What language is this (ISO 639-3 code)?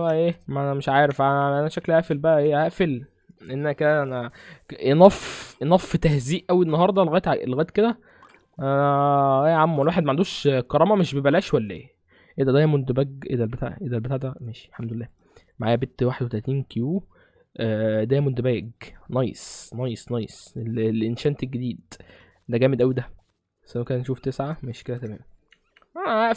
arz